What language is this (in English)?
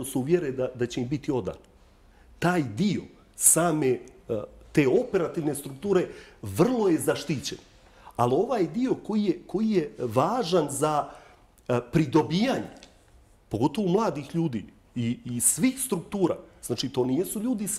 Bosnian